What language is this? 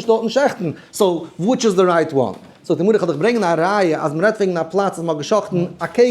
Yiddish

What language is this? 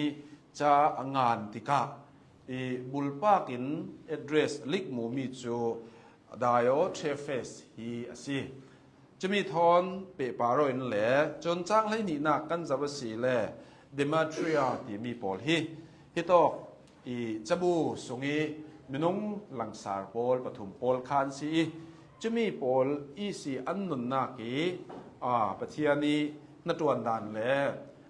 Hakha Chin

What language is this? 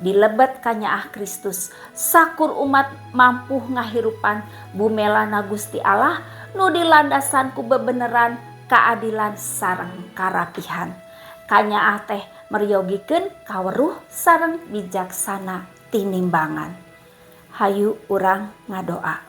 Sundanese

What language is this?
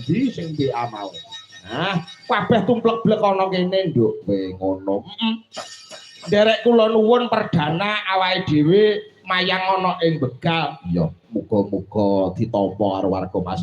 Javanese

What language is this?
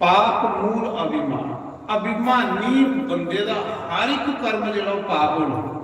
Dogri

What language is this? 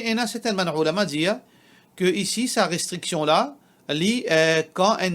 Morisyen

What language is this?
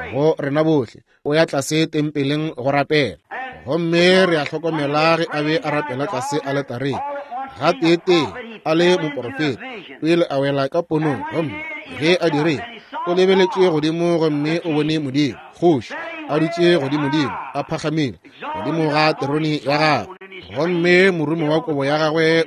Northern Sotho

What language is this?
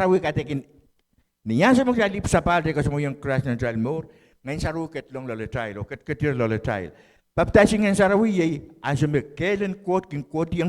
Pohnpeian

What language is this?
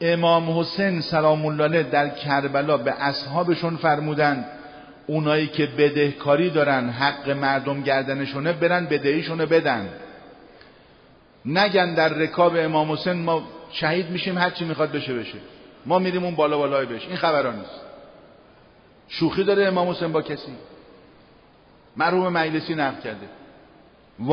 Persian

